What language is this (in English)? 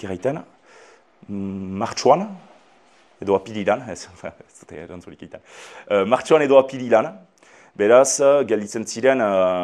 Basque